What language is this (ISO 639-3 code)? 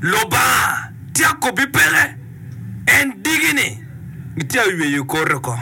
ach